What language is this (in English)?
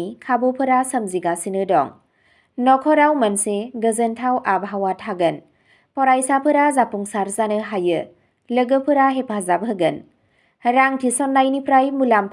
Bodo